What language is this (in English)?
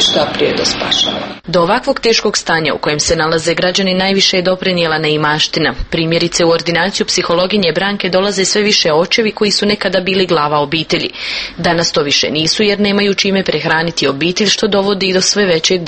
Croatian